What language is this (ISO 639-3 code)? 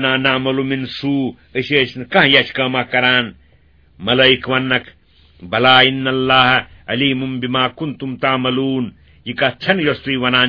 kas